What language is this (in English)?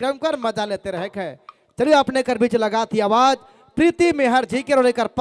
Sadri